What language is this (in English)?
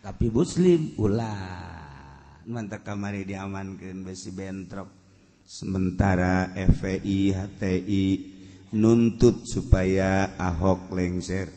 Sundanese